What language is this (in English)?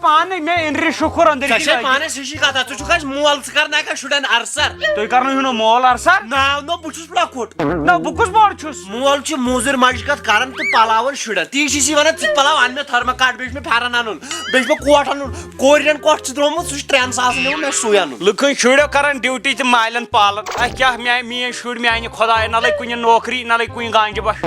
Kashmiri